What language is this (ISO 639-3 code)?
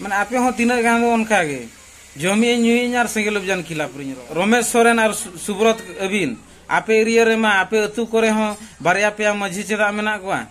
sat